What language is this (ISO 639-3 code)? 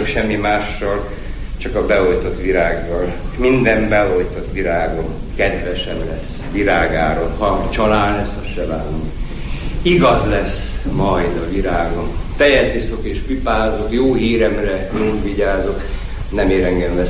hun